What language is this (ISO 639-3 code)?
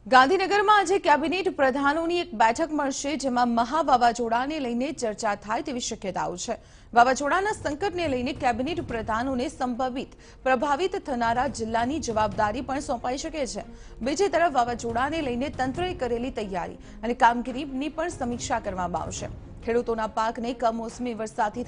guj